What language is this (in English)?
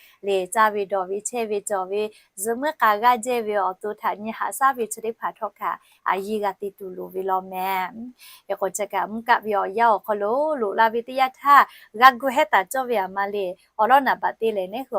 Lahu